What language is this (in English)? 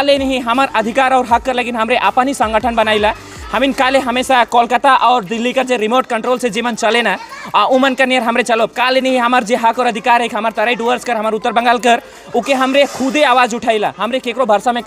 Sadri